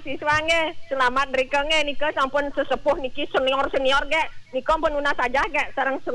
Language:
Balinese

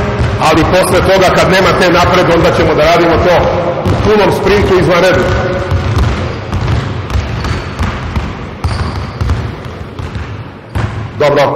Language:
Serbian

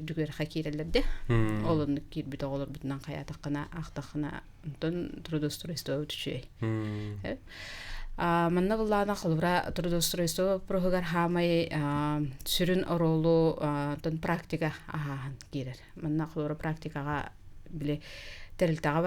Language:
Yakut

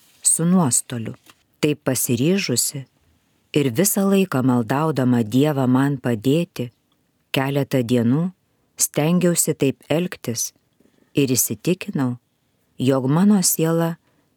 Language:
Lithuanian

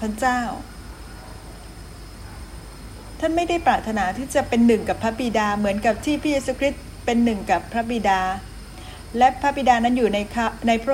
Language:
Thai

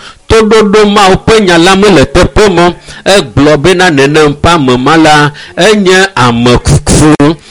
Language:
Ewe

